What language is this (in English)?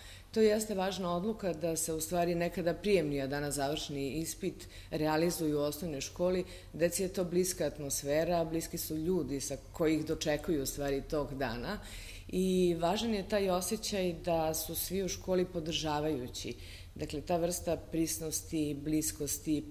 Serbian